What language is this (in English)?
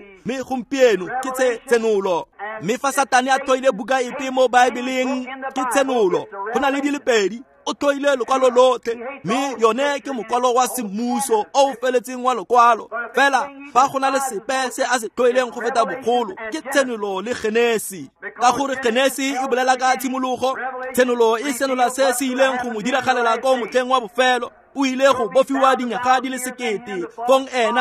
Tswana